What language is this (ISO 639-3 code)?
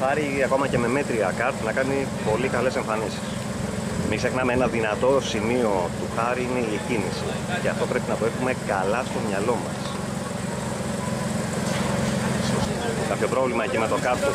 ell